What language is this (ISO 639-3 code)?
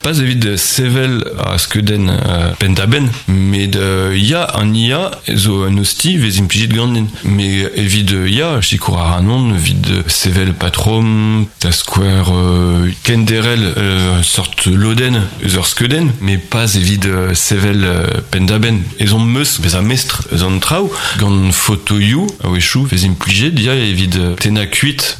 bre